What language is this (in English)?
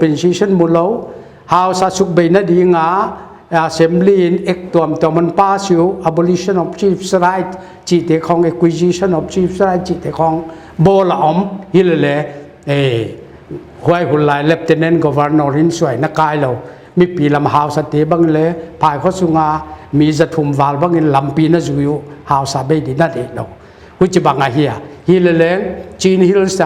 Paite Chin